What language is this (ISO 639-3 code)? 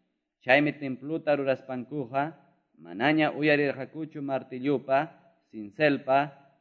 que